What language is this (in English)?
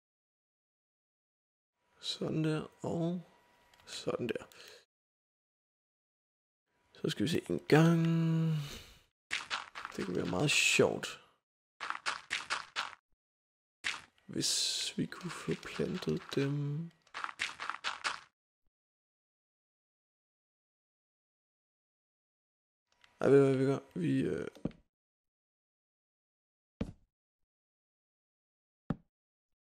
Danish